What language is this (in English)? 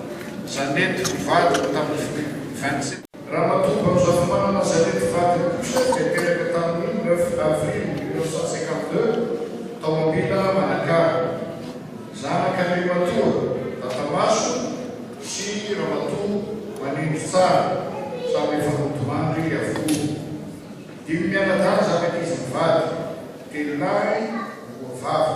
Malagasy